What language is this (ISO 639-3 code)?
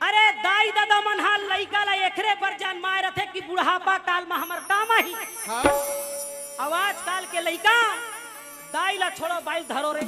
hne